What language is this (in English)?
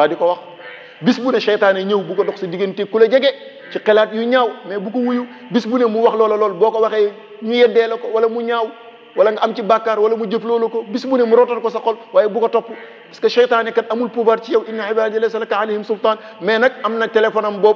Wolof